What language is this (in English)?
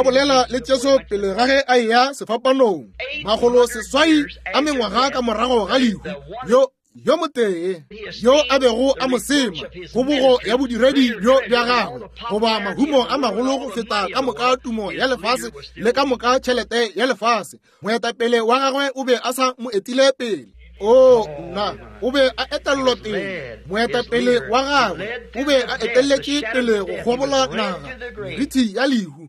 Northern Sotho